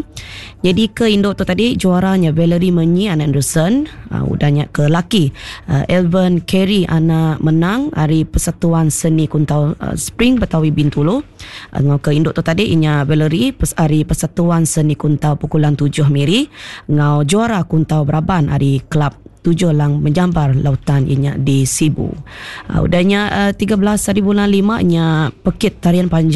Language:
Iban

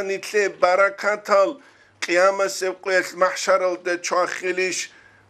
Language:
Avaric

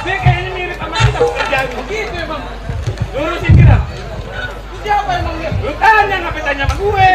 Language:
Betawi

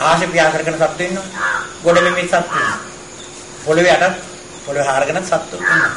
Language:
Sinhala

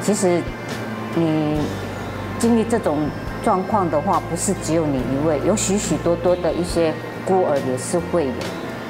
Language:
Chinese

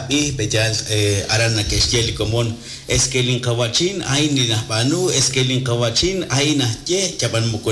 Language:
Kekchí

